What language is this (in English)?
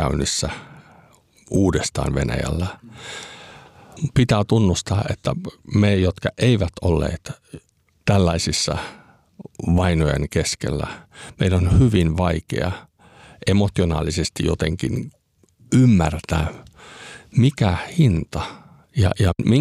Finnish